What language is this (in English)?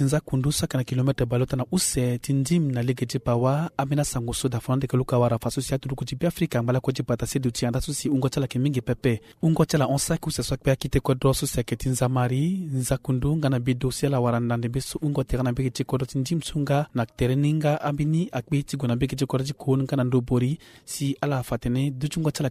Sango